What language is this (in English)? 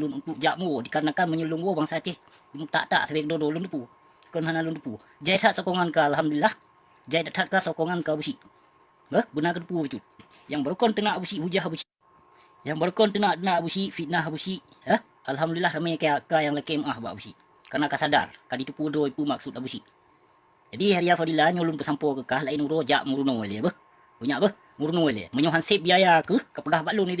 Achinese